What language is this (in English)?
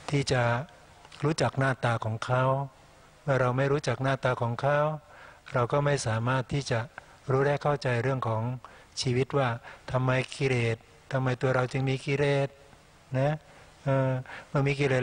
Thai